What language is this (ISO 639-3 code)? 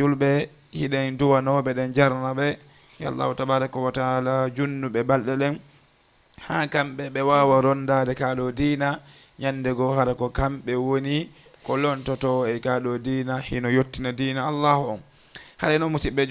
ful